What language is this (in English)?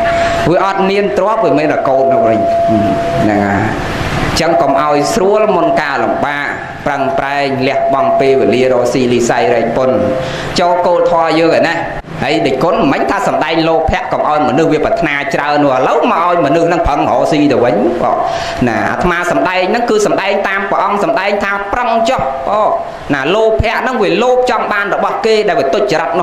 Khmer